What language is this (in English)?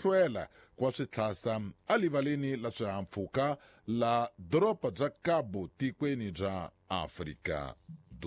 Tsonga